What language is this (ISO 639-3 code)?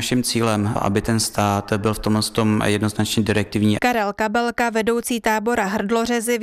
ces